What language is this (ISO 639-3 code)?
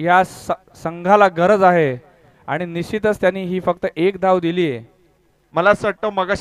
mar